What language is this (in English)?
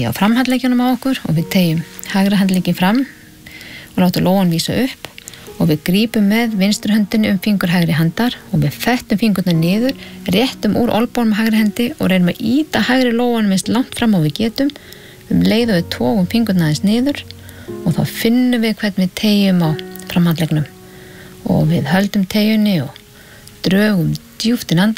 Icelandic